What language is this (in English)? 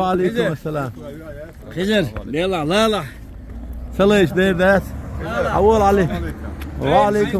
Chechen